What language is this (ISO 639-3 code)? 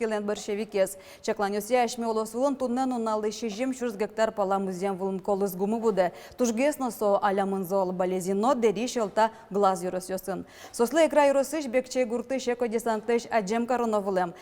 udm